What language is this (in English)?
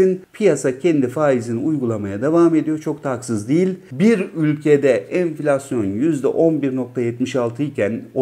Turkish